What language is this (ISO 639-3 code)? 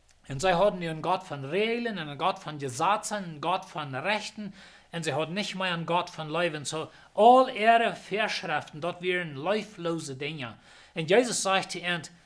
pdt